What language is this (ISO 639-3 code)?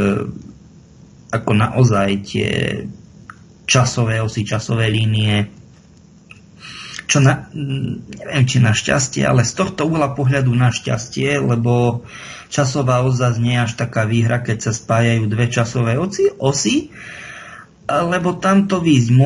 slk